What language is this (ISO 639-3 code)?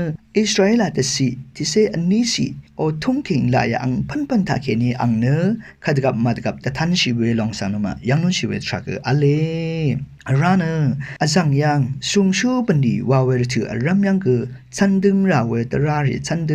raw